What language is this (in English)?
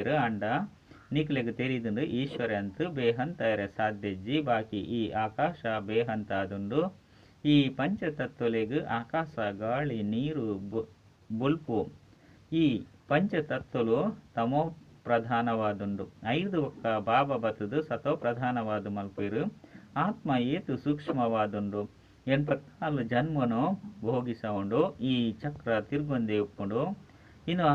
Tulu